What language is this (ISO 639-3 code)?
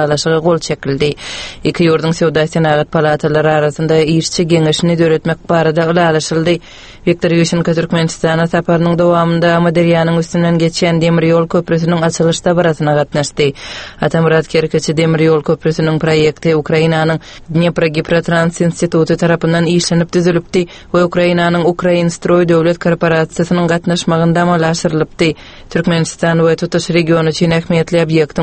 tuk